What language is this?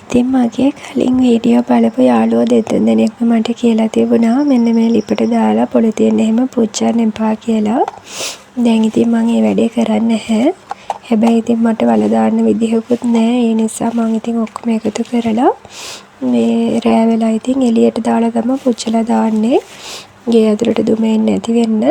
Sinhala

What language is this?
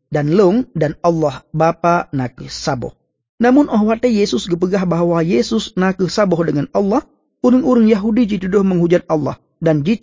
Achinese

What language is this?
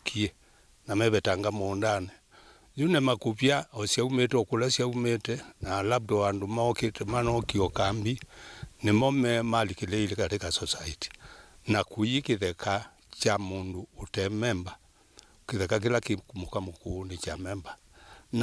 Kamba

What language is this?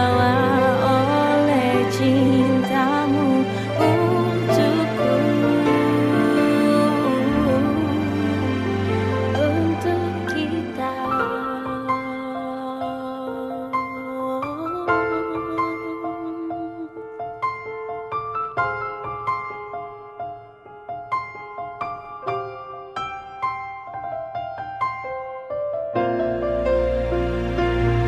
Indonesian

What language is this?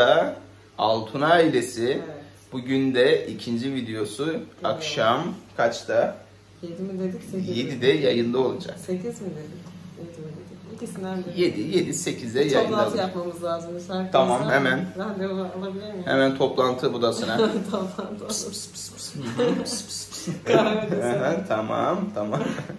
Turkish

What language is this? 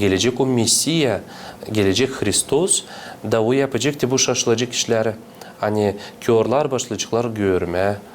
Gagauz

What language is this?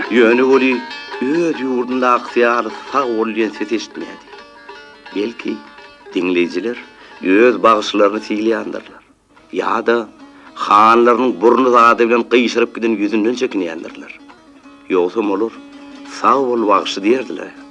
Turkmen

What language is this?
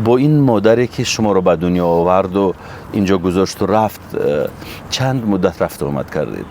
Tajik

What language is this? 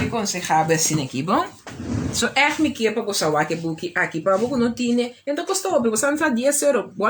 Papiamento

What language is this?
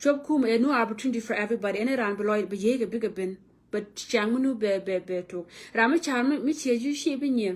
Nuer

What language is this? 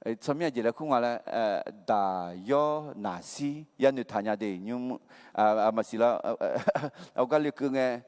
Akha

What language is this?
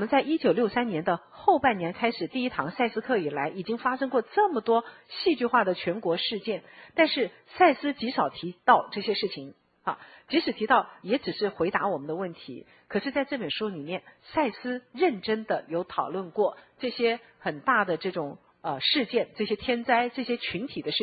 Chinese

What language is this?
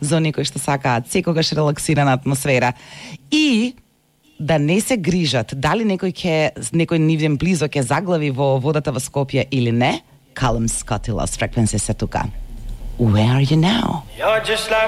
Macedonian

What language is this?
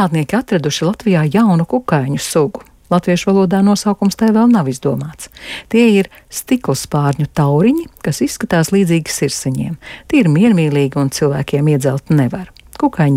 Latvian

